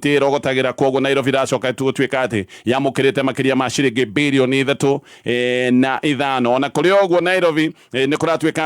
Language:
Kikuyu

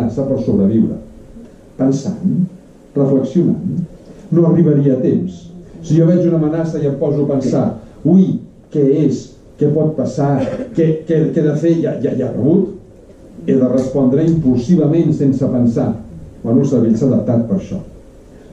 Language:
Catalan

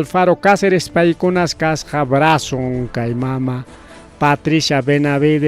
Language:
Ayacucho Quechua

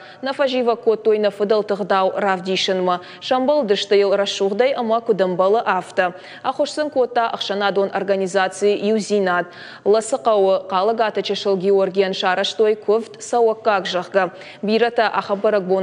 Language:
Ossetic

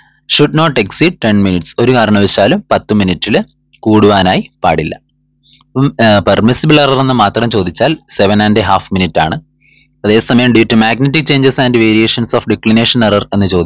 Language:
Malayalam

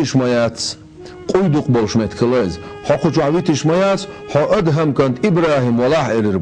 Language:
Chechen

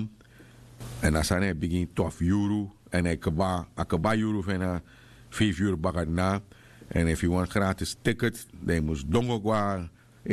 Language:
Sranan Tongo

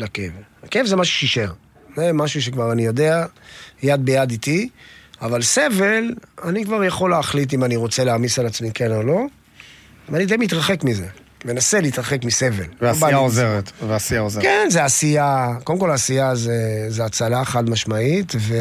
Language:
Hebrew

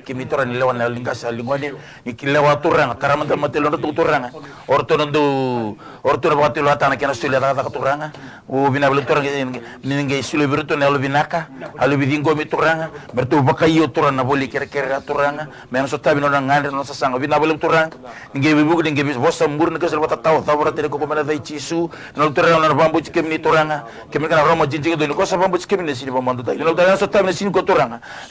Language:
Fijian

